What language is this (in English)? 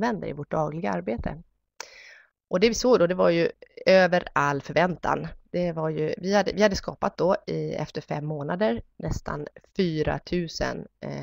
Swedish